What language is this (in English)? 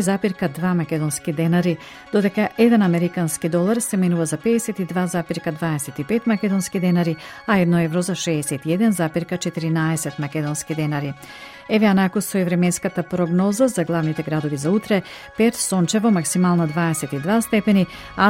Macedonian